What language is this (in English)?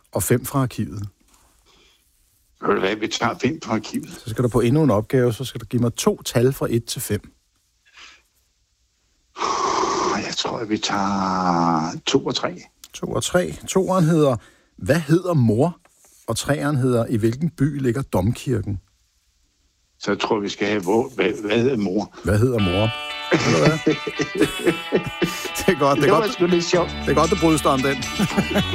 Danish